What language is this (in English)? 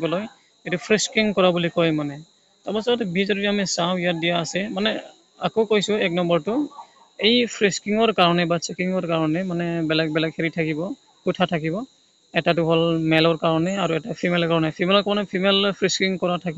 Assamese